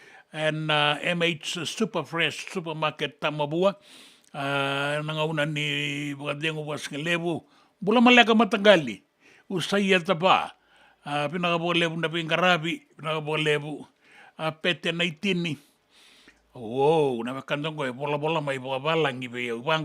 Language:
Fijian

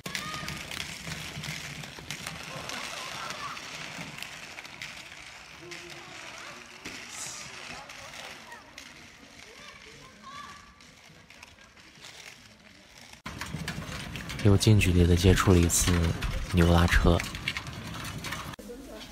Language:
Chinese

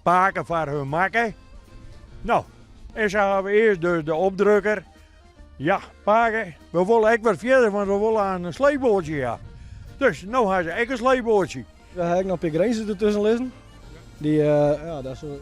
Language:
Western Frisian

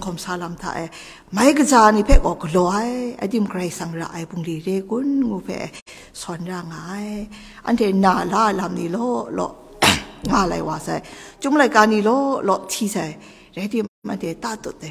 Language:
Kachin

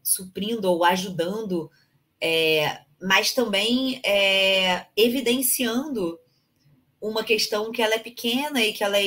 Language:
Portuguese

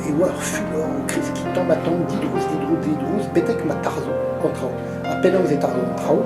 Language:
Breton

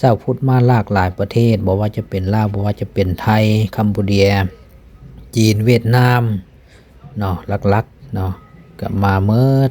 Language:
Lao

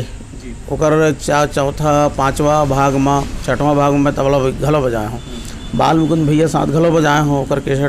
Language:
Chhattisgarhi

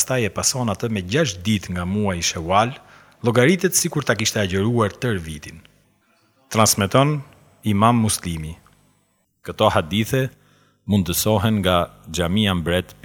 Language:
Albanian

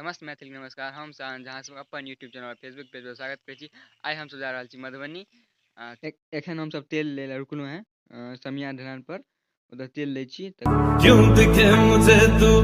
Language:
Maithili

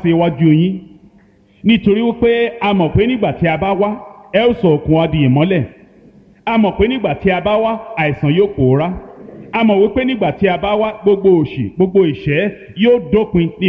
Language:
Yoruba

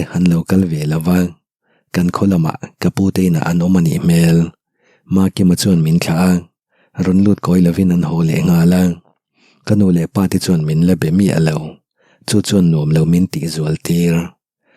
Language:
Mizo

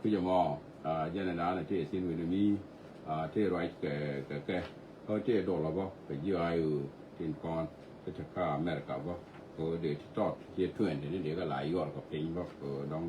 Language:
Nuer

